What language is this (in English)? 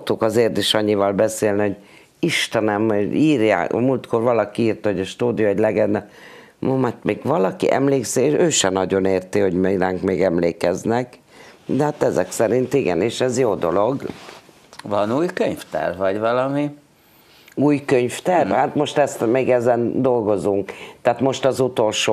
Hungarian